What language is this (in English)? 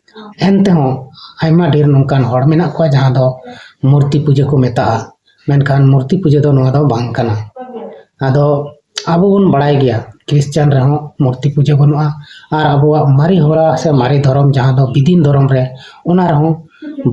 Santali